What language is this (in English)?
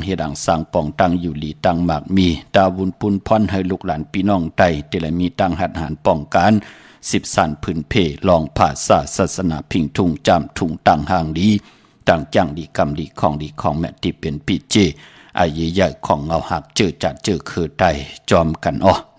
Shan